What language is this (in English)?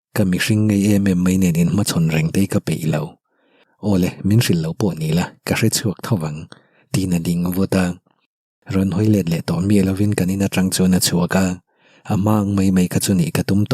Mizo